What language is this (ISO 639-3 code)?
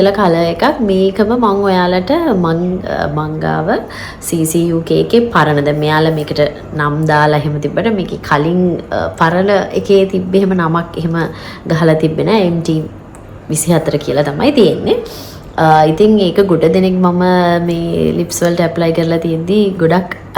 sin